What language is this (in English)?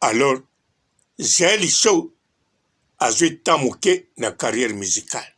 Lingala